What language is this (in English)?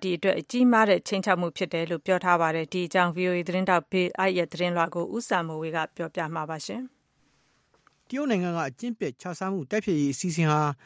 Burmese